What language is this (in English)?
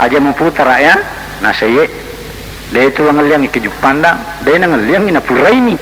Buginese